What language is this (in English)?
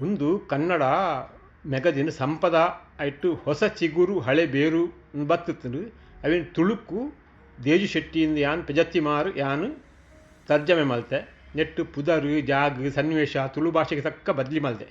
Tulu